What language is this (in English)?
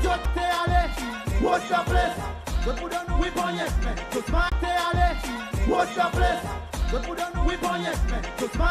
Seselwa Creole French